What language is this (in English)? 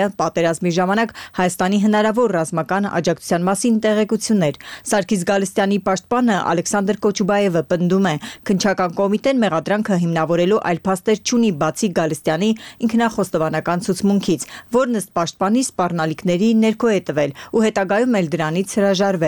Armenian